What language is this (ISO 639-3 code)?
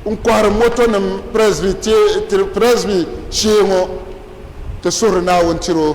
dag